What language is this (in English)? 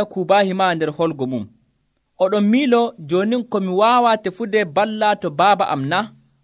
Nigerian Fulfulde